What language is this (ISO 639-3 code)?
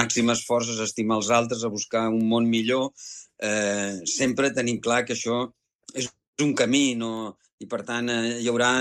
cat